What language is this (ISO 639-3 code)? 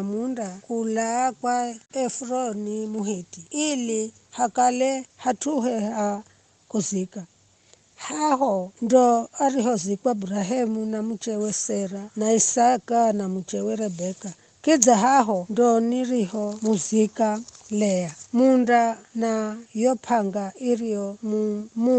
nyf